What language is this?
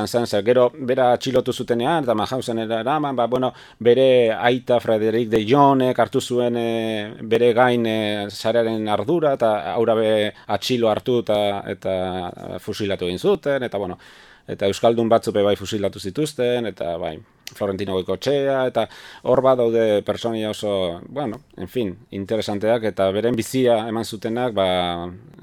Basque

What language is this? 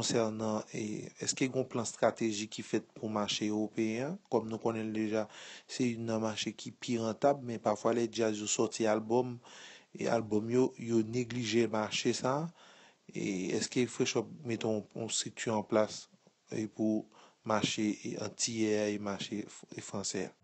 Haitian Creole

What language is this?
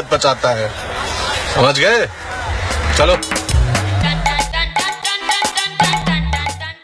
Hindi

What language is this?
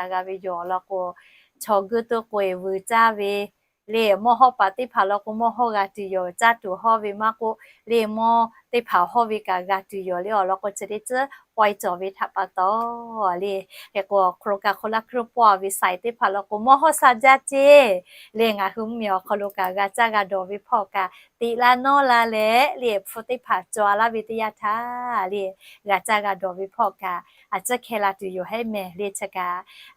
Lahu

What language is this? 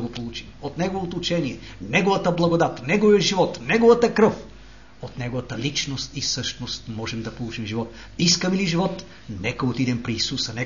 Bulgarian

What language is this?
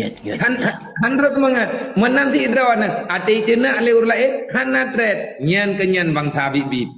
Achinese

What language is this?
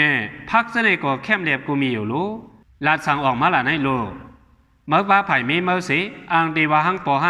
Shan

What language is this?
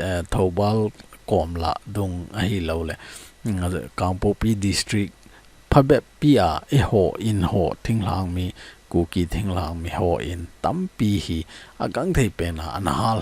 Thado Chin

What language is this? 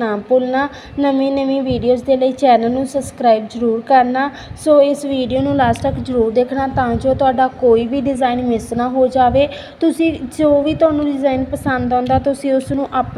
Punjabi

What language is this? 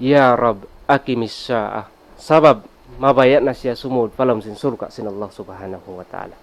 Tausug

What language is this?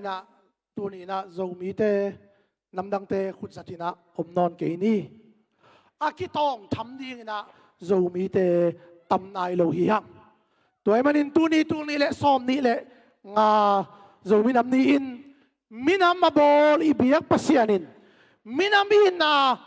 Tedim Chin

